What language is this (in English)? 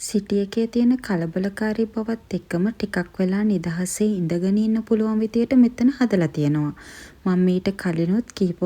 Sinhala